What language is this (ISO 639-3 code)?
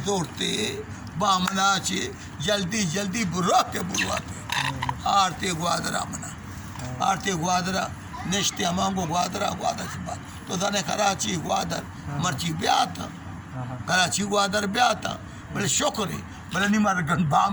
bal